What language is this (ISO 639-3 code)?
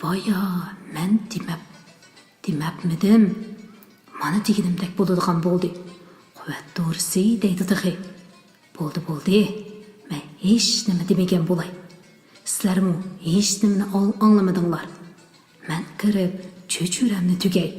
uig